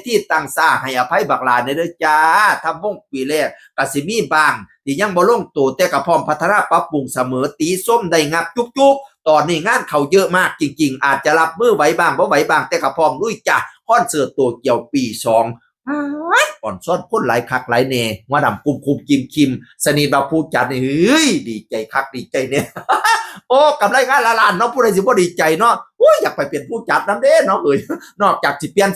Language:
Northeastern Thai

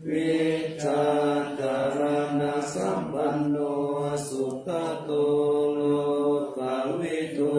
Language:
Pali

